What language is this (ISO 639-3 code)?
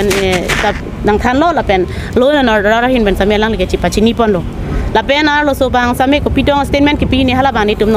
mjw